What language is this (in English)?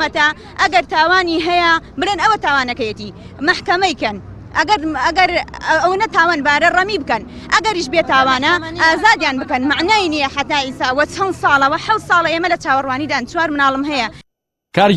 Central Kurdish